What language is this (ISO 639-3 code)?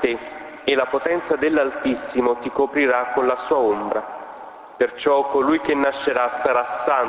ita